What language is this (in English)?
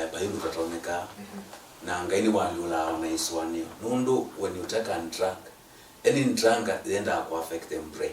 Kamba